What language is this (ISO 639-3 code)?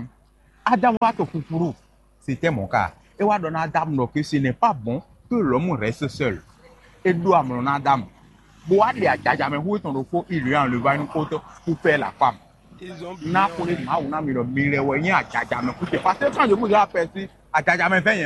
fon